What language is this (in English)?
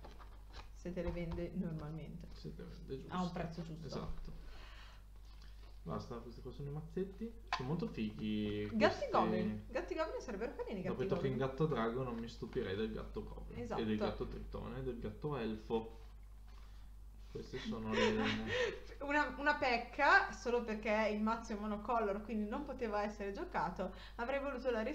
Italian